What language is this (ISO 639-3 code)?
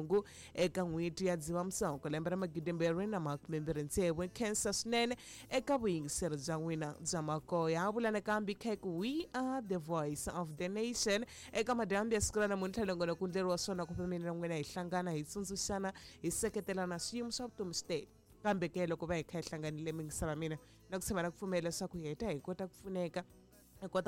tso